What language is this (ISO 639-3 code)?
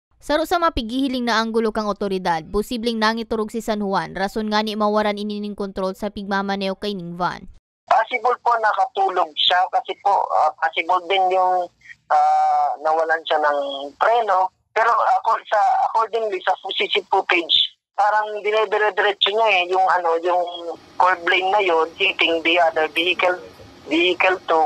bik